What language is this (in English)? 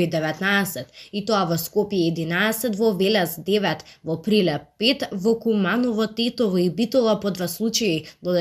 Macedonian